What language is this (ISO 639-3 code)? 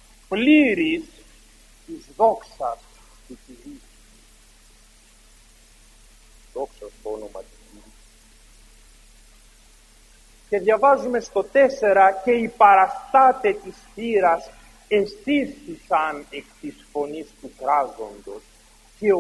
ell